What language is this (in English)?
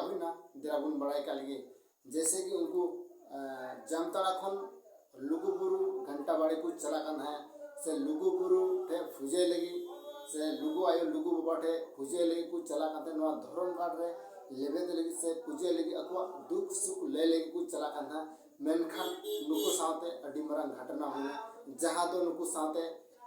Santali